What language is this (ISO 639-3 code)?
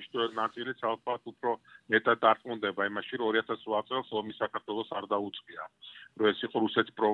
kat